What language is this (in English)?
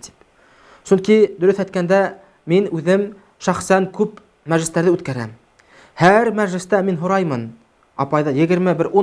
Bashkir